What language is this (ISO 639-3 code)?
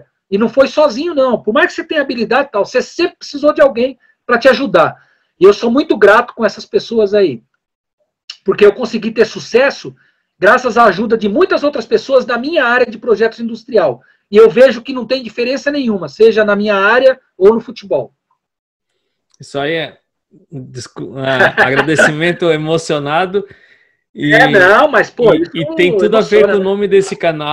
por